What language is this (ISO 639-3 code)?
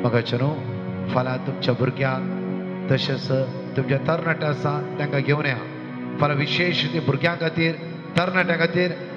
kok